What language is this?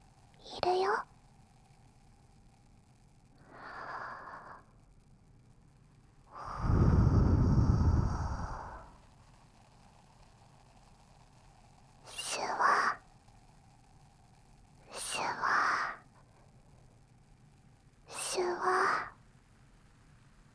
Japanese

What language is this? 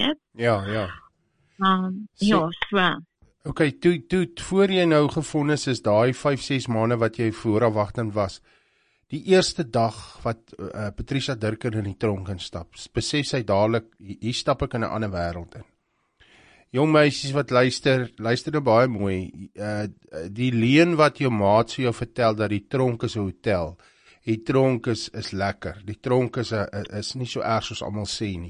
Afrikaans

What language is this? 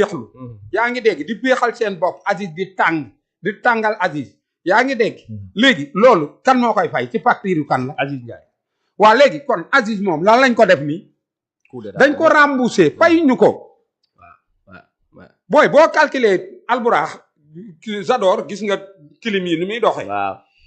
Wolof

